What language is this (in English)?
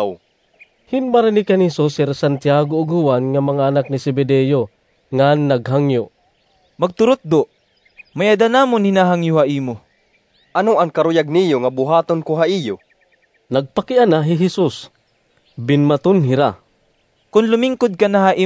Waray